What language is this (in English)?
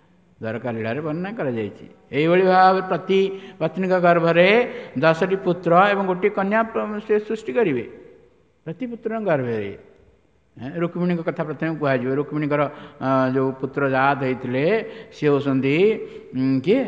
Odia